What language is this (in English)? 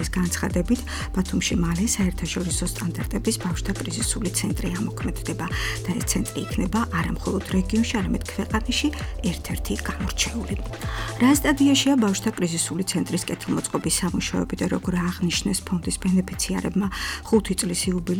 Georgian